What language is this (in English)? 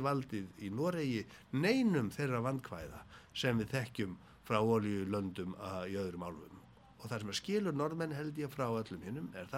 Icelandic